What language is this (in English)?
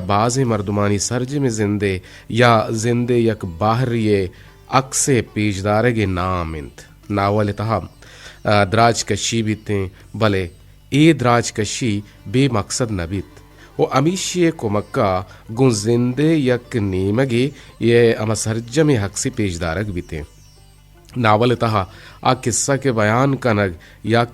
Eastern Balochi